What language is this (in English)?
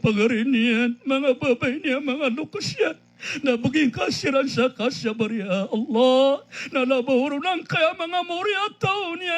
Maranao